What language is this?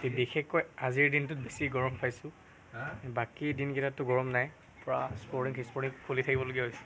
Assamese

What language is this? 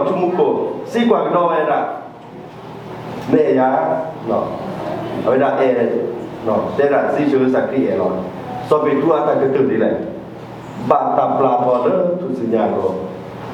S'gaw Karen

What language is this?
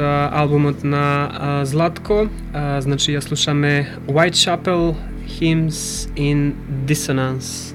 Macedonian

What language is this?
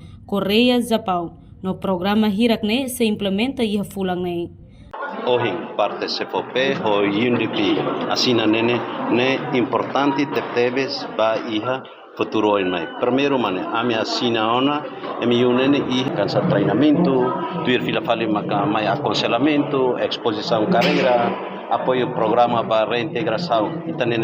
Tetum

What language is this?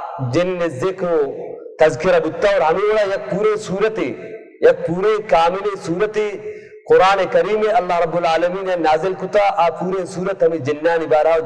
Baluchi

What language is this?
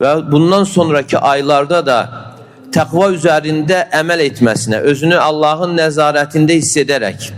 Azerbaijani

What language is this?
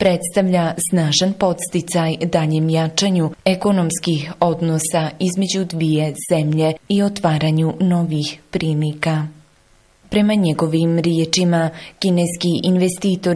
Bosnian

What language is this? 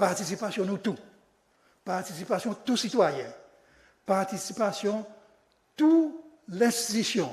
Seselwa Creole French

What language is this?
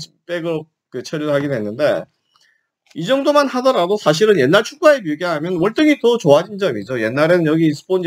Korean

